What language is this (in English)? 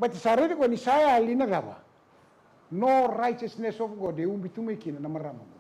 Fijian